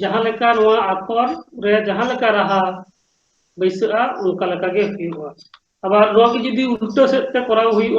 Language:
Santali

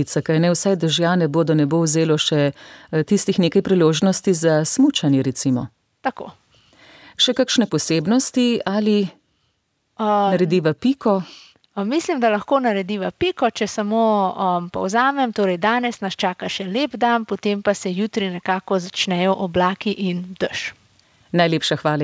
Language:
Slovenian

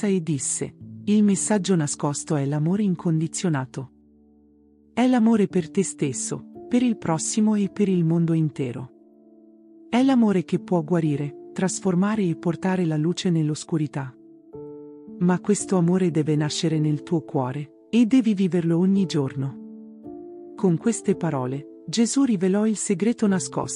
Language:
Italian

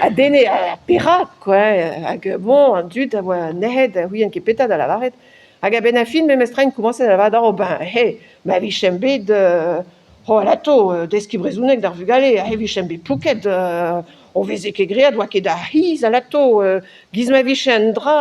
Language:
Breton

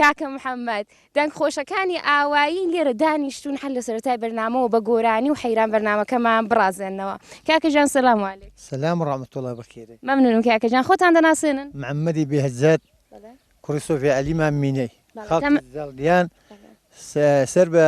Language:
Central Kurdish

